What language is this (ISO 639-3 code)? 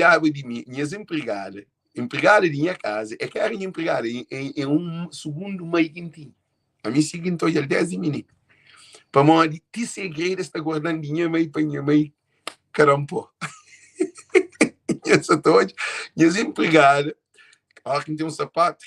kea